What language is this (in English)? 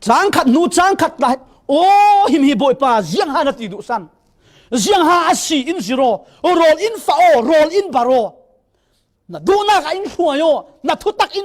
Falam Chin